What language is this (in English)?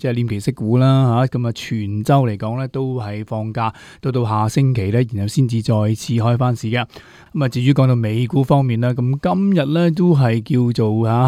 Cantonese